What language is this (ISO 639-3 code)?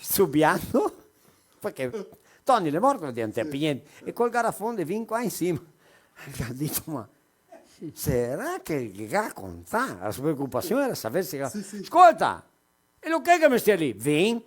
vec